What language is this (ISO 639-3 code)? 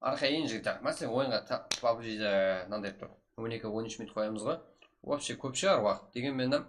kaa